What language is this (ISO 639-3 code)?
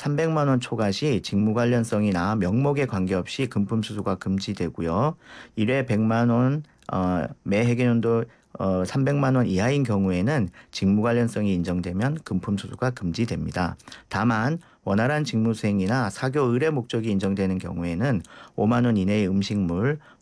kor